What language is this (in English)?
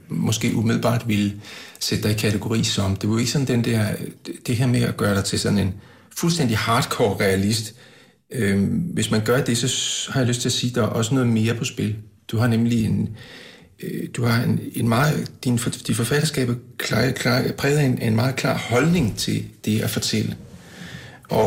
Danish